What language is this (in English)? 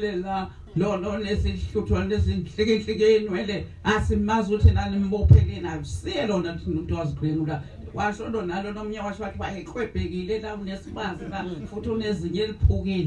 Zulu